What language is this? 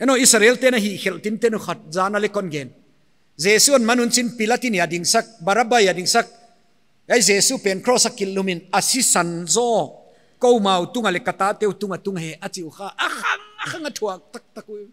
Paite Chin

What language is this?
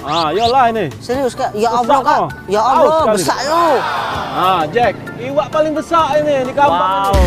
Musi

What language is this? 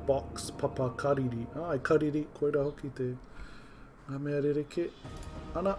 Māori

